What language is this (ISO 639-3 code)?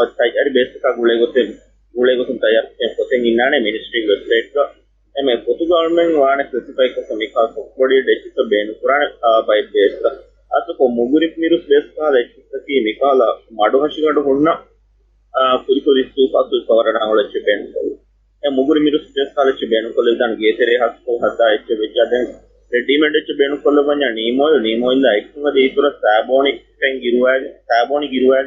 div